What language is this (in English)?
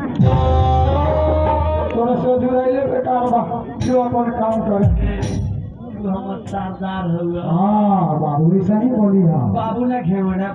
Bhojpuri